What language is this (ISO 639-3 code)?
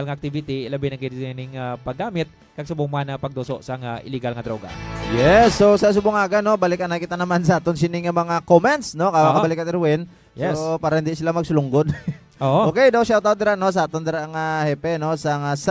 hil